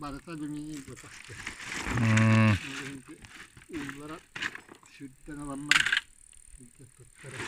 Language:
Yakut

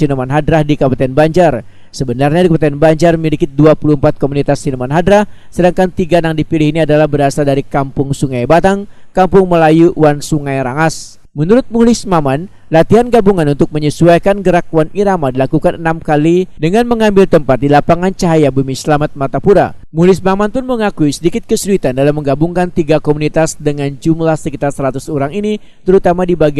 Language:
Banjar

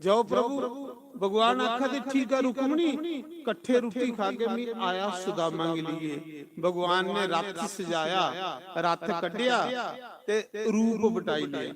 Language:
Dogri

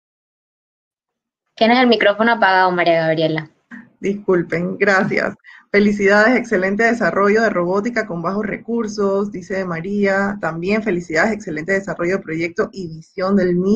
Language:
Spanish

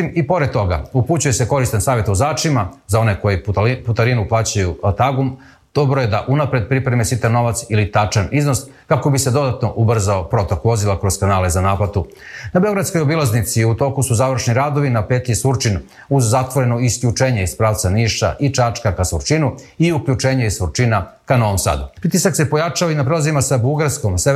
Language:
Serbian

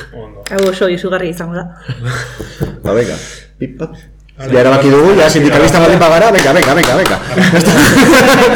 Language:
Basque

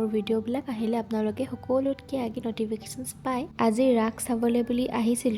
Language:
Assamese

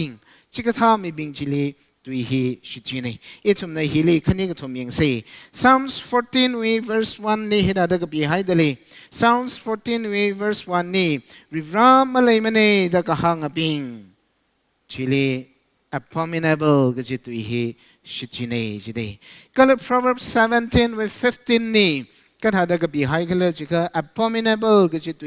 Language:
Tangkhul Naga (India)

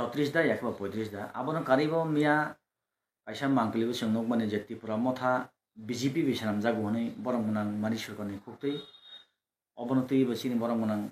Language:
Kok Borok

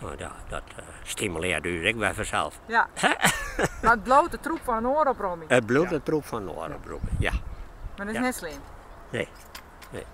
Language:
Western Frisian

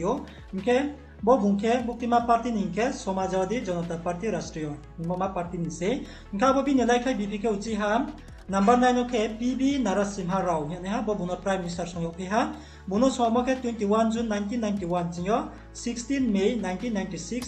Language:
Riang (India)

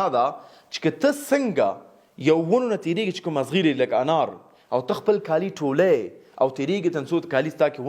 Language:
Pashto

